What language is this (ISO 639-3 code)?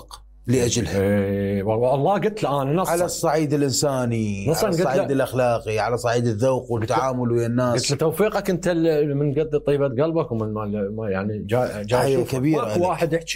acm